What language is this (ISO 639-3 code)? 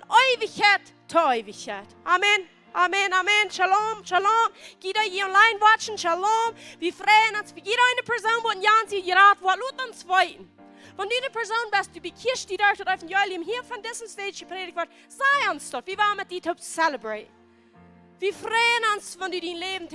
pdt